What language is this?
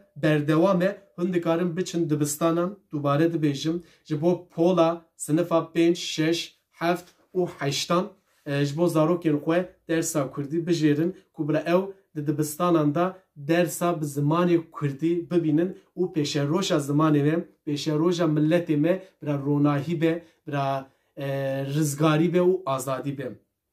Kurdish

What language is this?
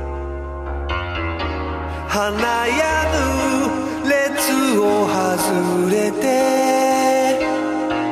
Japanese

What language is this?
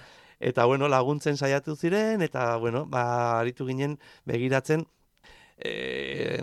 Basque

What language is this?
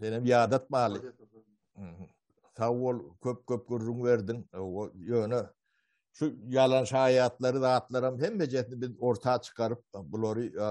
Turkmen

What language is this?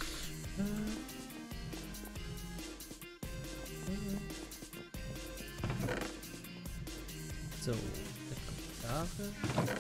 German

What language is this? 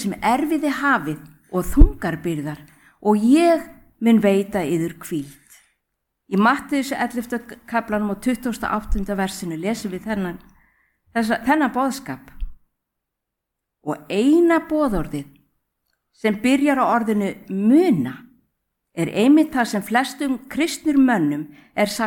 Icelandic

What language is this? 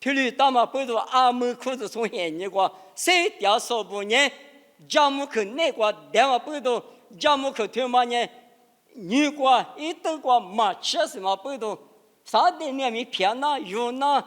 Lisu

